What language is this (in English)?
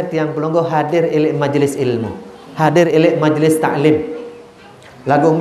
Sasak